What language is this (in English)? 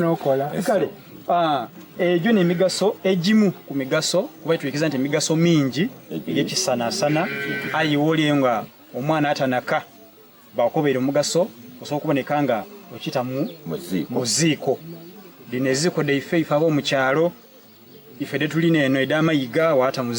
Soga